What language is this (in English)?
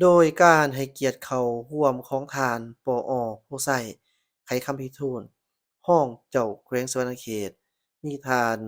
Lao